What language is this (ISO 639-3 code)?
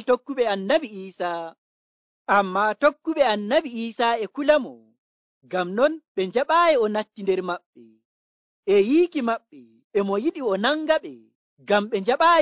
fuv